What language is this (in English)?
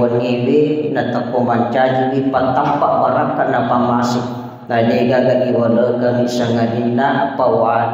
Buginese